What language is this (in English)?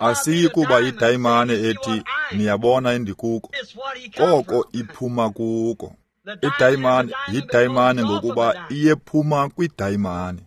Xhosa